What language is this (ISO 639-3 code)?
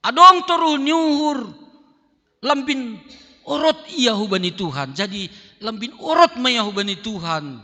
bts